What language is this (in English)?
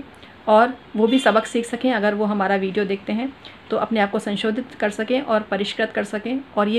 Hindi